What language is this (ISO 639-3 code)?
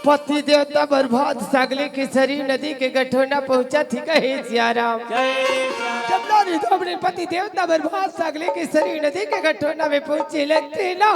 hne